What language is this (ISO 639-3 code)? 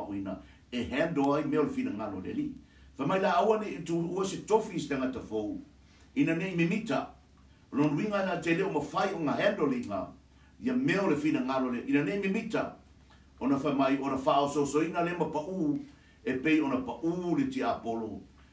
smo